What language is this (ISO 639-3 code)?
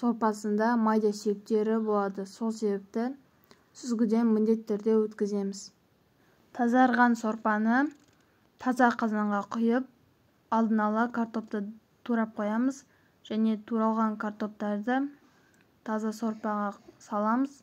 kaz